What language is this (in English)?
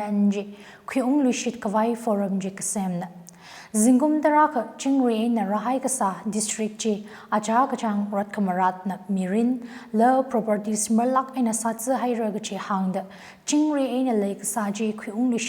Tangkhul Naga (India)